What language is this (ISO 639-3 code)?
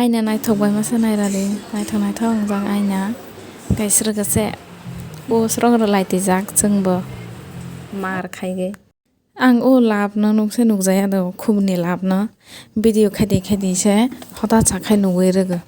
trp